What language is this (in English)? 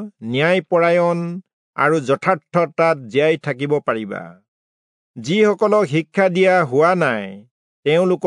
Assamese